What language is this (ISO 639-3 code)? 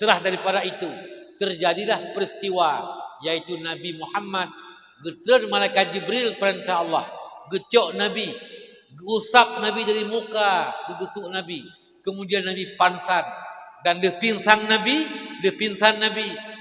ace